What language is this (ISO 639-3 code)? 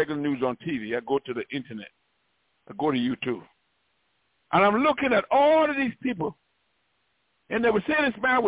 eng